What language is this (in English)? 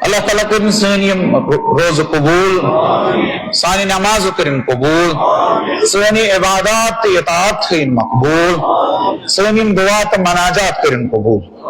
Kashmiri